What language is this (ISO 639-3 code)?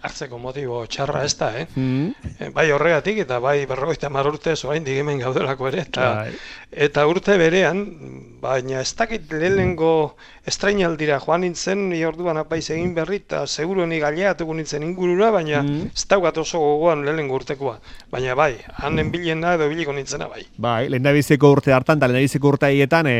eus